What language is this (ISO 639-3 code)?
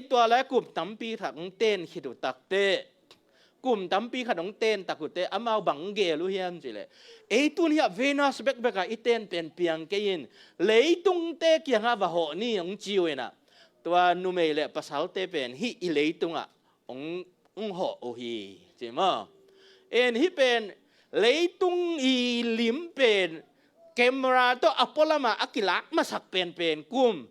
ctd